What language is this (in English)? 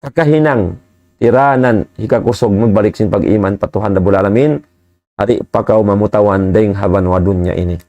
Tausug